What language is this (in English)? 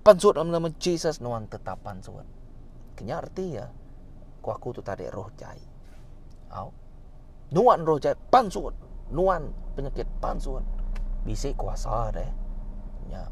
Iban